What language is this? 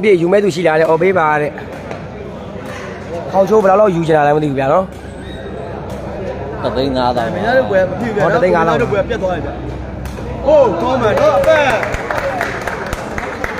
Burmese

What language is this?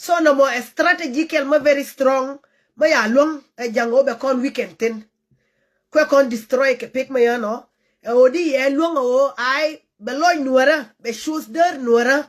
Nuer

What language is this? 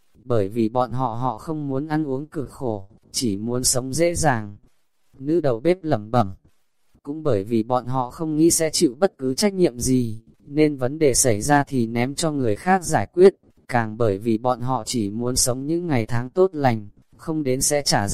Vietnamese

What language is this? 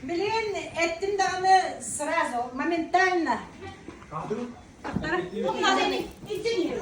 Yakut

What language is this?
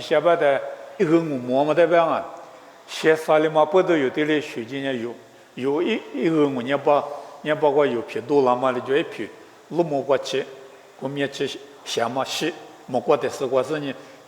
Lisu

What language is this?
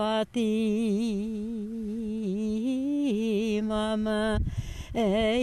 Bashkir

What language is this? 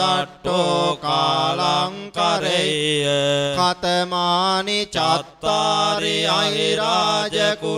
Pali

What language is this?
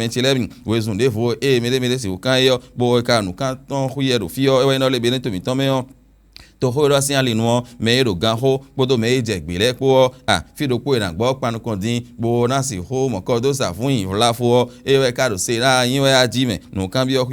Fon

